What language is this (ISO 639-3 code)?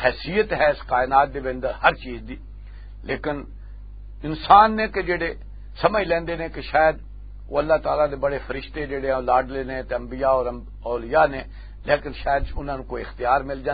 lah